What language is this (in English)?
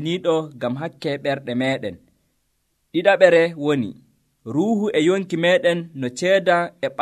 Nigerian Fulfulde